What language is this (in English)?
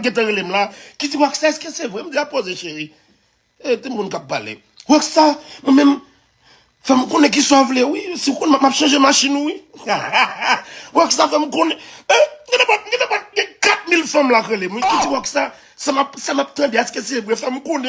Haitian Creole